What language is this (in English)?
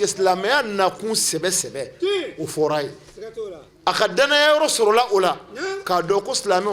Bambara